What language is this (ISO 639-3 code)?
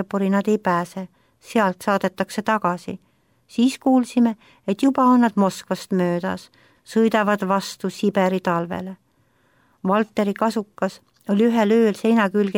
est